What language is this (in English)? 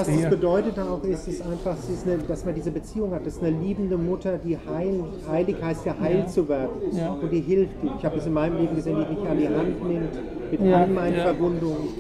German